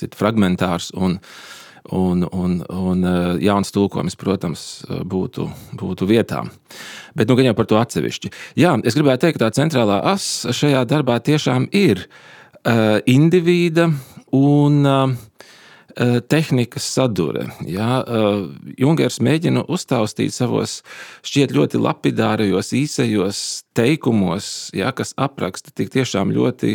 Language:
Latvian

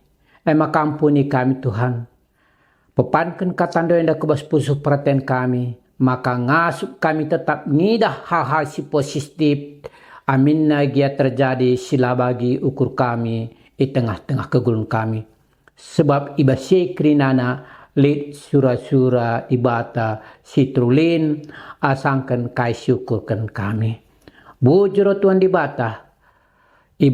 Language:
Batak Karo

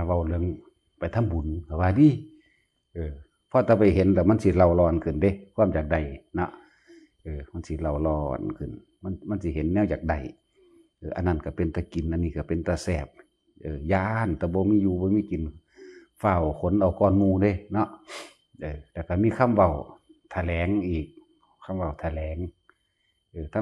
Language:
Northeastern Thai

